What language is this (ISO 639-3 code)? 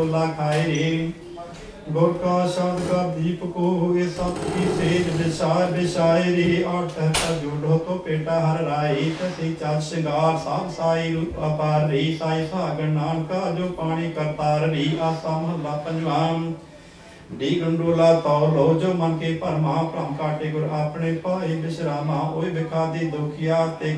pan